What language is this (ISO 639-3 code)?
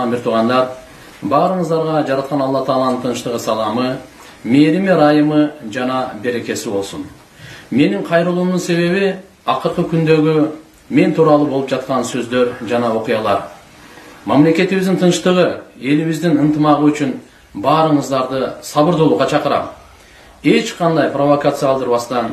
kir